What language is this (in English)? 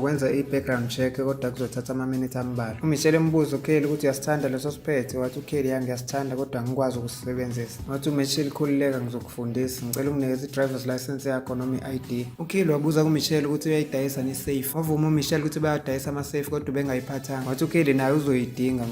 Zulu